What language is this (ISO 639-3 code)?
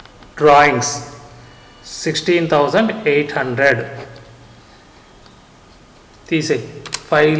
tel